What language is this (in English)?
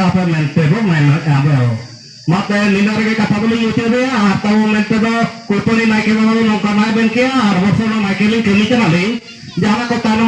Santali